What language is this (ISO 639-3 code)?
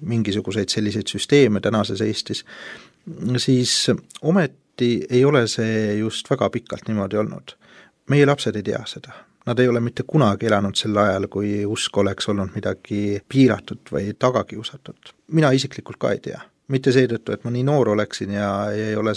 est